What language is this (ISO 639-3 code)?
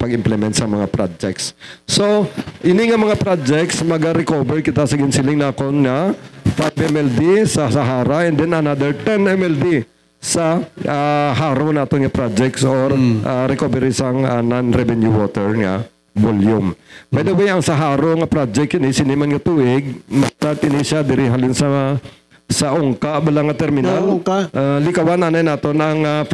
hil